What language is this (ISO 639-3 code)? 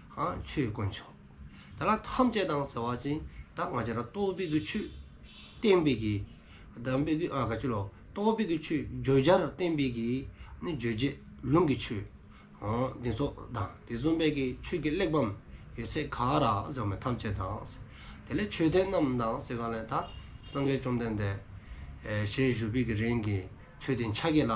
dzo